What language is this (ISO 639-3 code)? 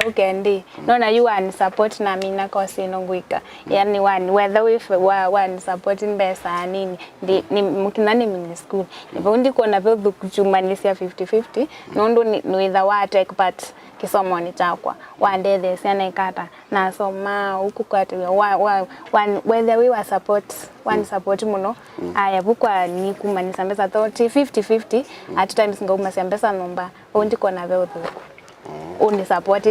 kam